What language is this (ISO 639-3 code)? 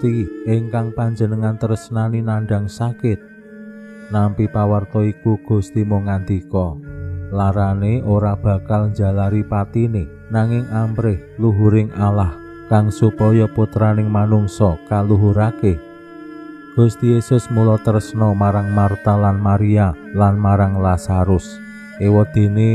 jav